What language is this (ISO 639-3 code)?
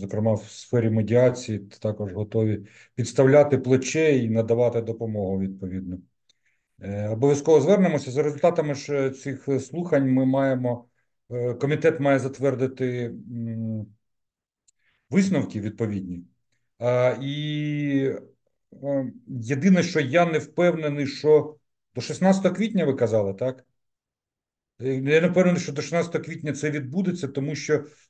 ukr